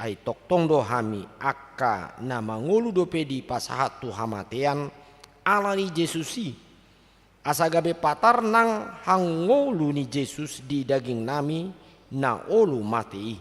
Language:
Batak Toba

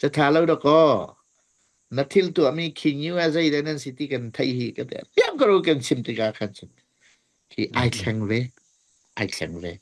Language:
Hakha Chin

